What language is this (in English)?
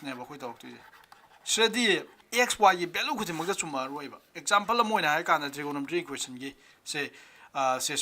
Manipuri